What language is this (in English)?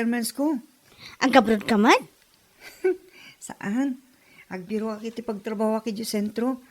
Iloko